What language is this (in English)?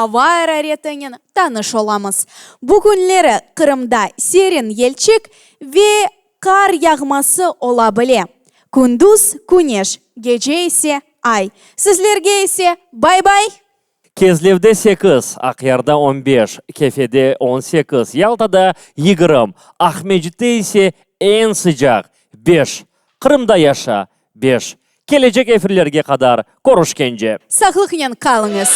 Crimean Tatar